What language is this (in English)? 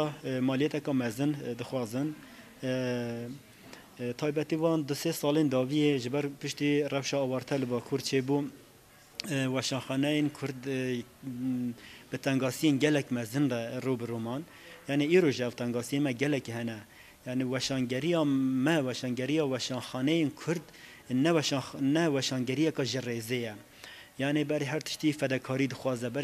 Kurdish